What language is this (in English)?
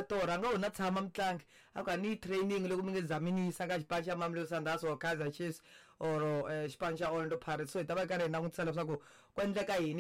Tsonga